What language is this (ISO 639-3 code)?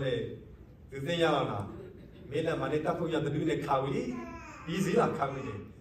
ksw